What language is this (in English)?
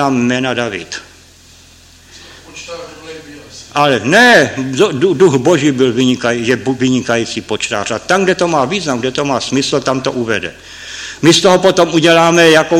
Czech